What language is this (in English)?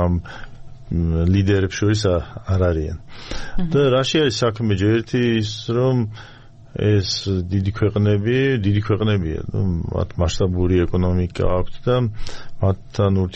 Georgian